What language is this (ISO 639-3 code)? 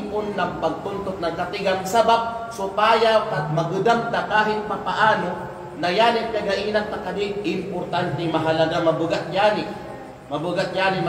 kqe